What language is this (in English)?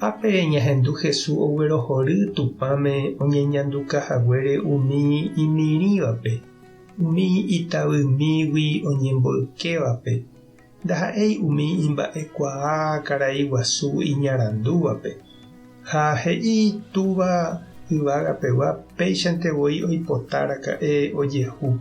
Guarani